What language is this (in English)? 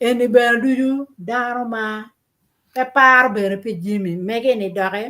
Acoli